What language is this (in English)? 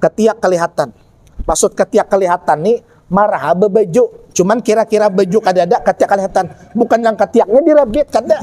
Banjar